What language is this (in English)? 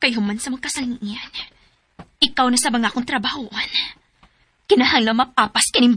Cebuano